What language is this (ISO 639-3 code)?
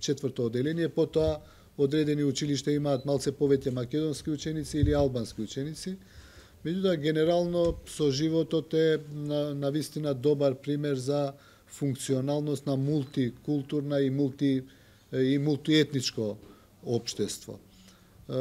mkd